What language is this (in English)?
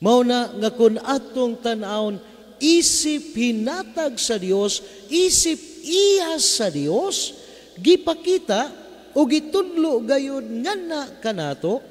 Cebuano